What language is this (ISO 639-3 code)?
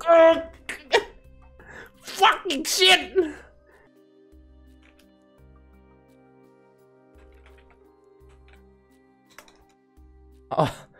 tha